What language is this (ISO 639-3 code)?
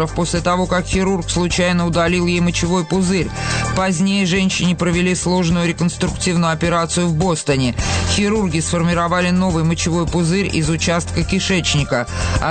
rus